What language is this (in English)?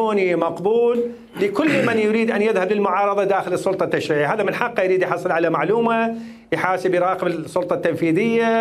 Mesopotamian Arabic